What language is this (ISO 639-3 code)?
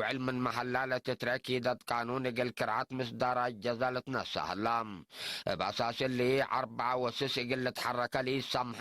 tig